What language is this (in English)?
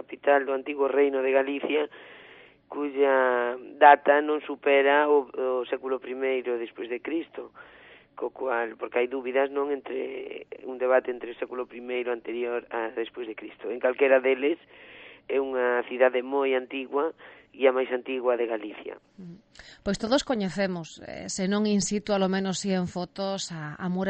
Galician